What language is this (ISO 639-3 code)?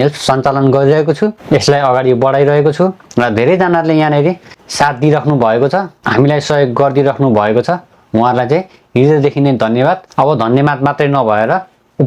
nep